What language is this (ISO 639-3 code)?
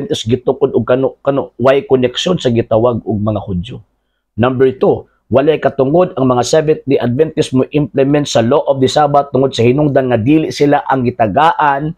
ceb